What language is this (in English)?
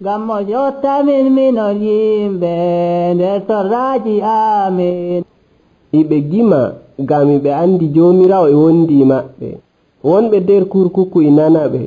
Nigerian Fulfulde